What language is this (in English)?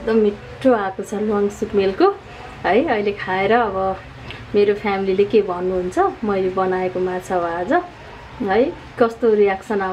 Nepali